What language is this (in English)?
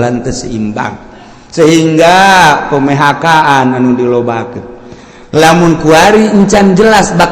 Sundanese